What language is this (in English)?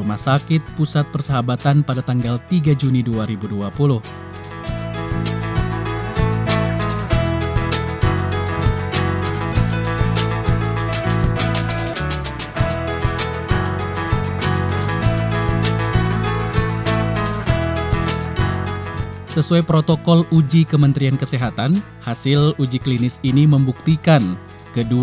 Indonesian